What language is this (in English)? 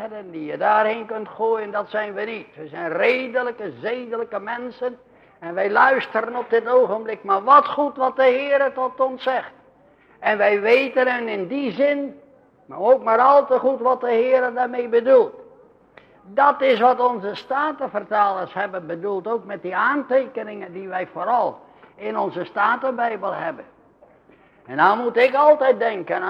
Dutch